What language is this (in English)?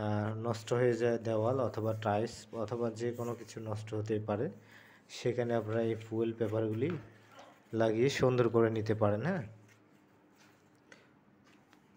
Bangla